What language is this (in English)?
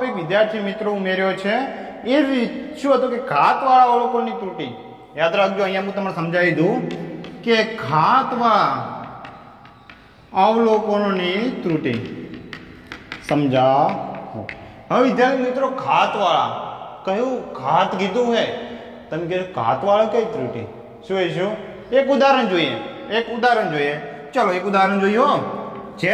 Gujarati